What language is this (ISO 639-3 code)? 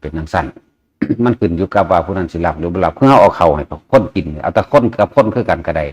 tts